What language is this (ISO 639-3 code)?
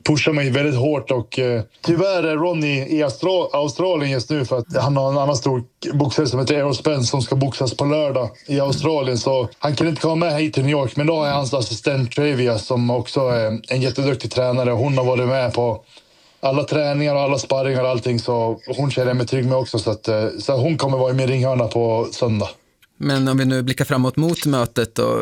swe